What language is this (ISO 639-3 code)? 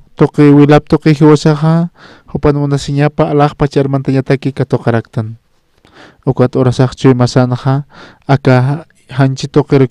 aym